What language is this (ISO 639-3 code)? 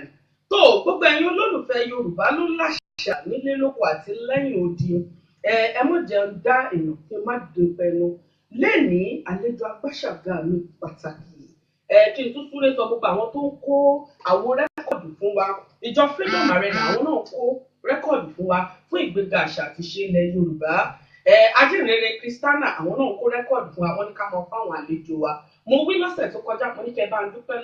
yor